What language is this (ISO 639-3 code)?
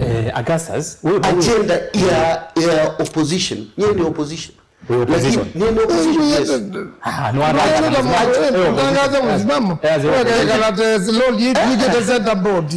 kam